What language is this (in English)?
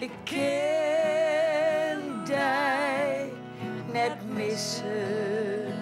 Western Frisian